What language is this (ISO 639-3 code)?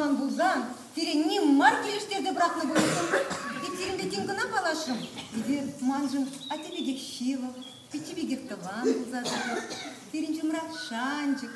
chv